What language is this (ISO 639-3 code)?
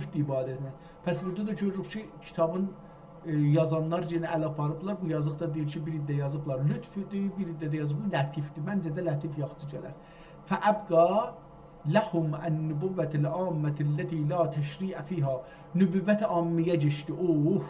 azb